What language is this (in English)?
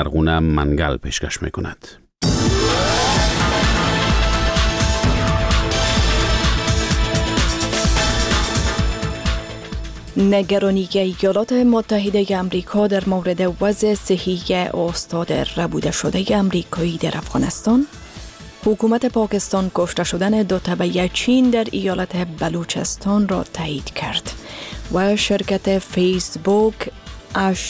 Persian